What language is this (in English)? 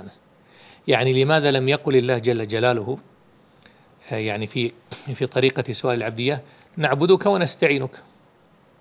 Arabic